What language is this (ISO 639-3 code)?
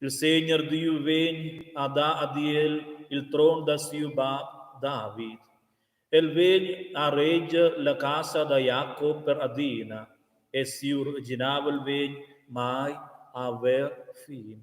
roh